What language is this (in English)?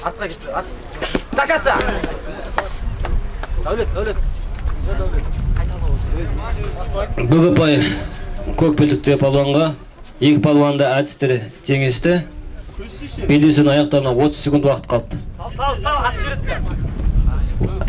Kazakh